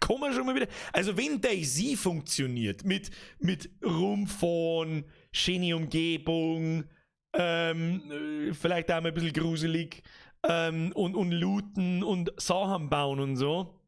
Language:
Bavarian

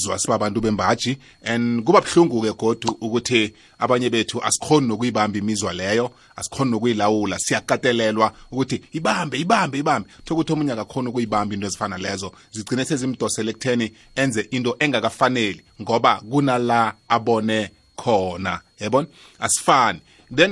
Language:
South Ndebele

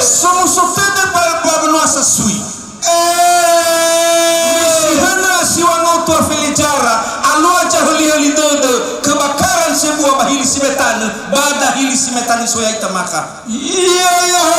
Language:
Nias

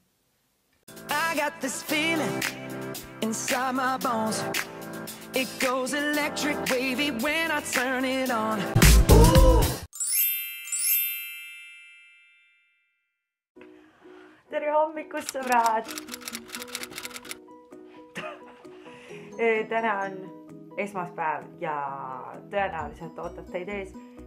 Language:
Estonian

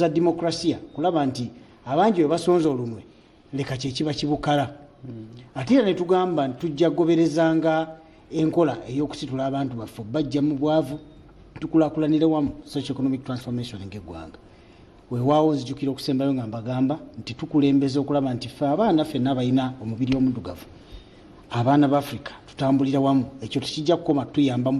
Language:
Ganda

